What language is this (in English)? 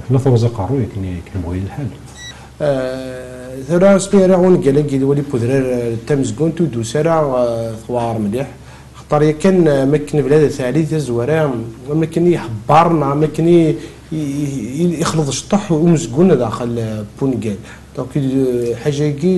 Kabyle